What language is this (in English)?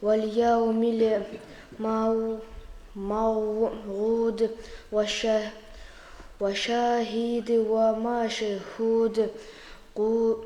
Kumyk